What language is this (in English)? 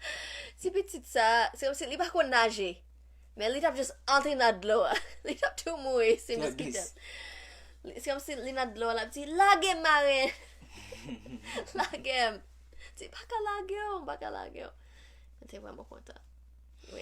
Haitian Creole